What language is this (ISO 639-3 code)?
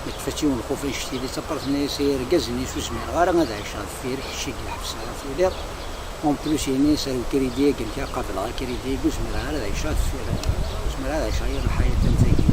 kab